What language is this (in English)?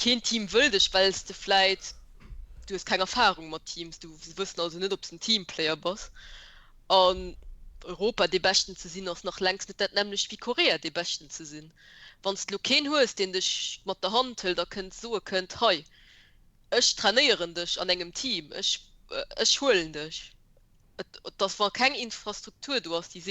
Luxembourgish